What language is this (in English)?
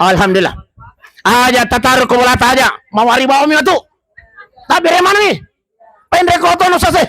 Buginese